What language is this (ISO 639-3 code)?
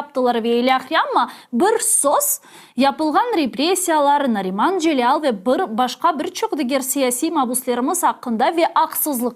crh